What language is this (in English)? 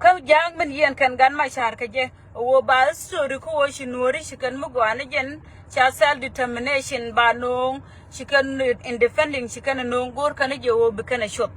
Nuer